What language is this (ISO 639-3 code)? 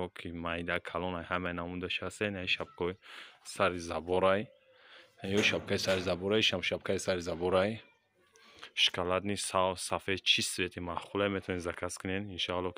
tgk